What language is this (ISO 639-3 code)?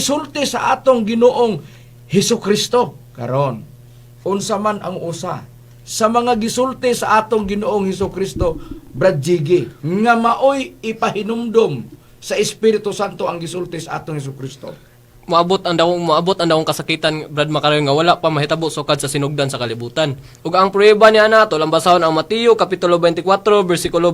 ceb